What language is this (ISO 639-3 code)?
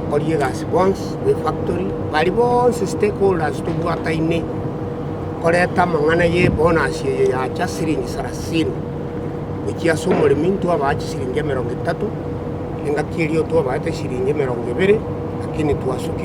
guz